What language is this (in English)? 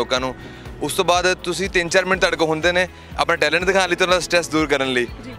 Punjabi